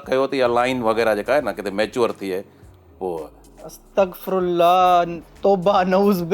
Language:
Sindhi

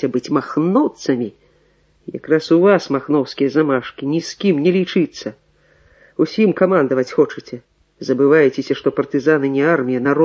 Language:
Belarusian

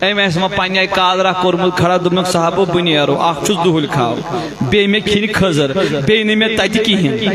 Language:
Kashmiri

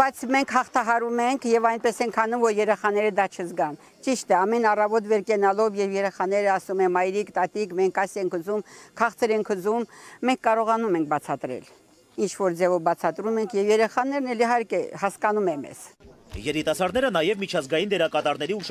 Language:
Armenian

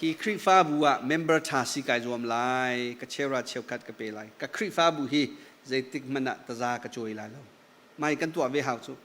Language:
Hakha Chin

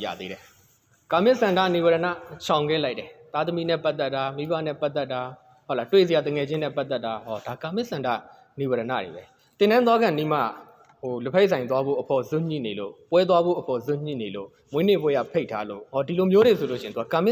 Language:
Burmese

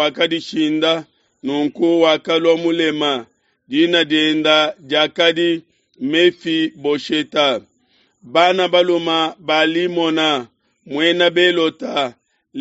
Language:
Luba-Lulua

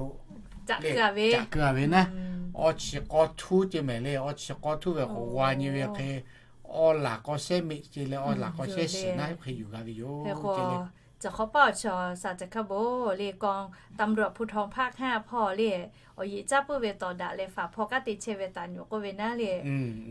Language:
Lahu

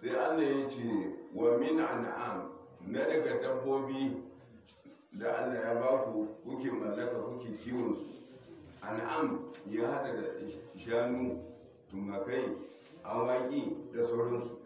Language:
Hausa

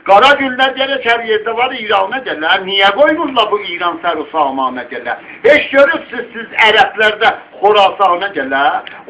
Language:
South Azerbaijani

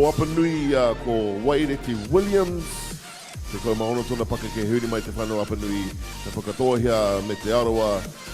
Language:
Māori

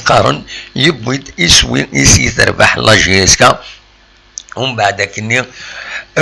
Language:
Kabyle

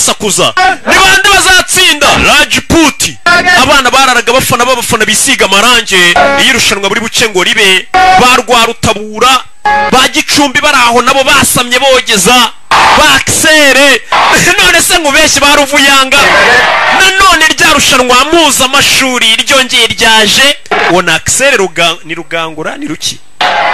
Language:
Kinyarwanda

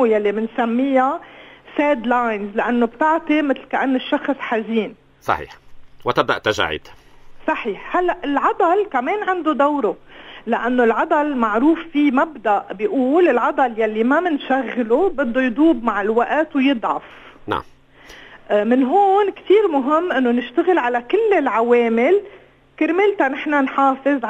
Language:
North Levantine Arabic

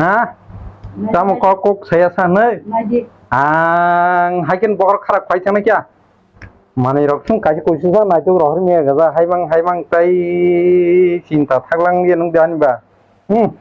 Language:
Kok Borok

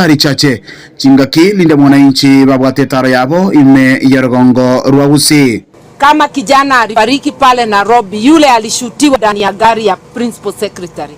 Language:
Gusii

